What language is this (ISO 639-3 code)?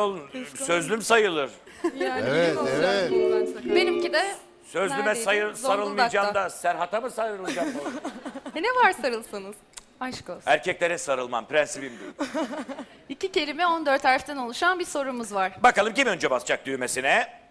tur